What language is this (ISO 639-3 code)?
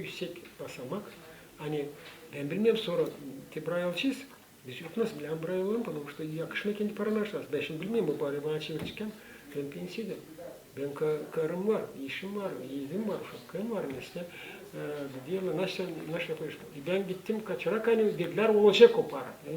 gag